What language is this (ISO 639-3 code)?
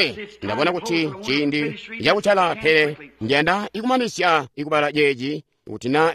toi